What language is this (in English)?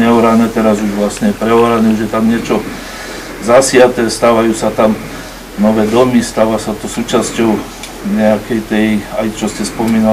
Slovak